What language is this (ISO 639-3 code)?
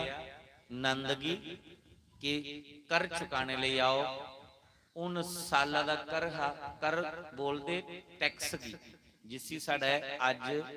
doi